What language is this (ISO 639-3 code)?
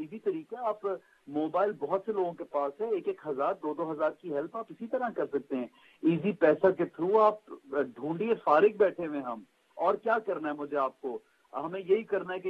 urd